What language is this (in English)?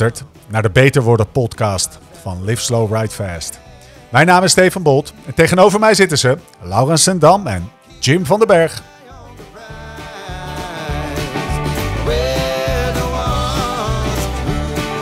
Dutch